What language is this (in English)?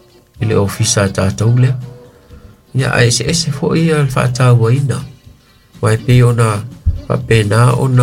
Samoan